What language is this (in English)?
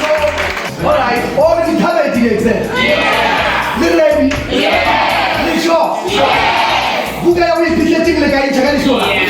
Tswana